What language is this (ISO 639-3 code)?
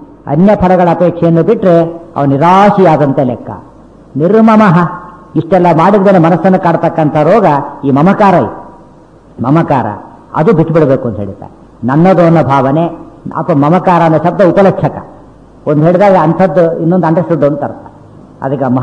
kan